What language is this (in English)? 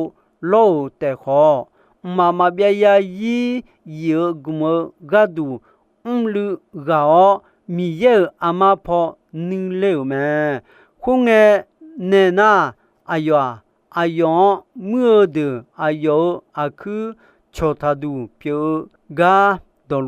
Akha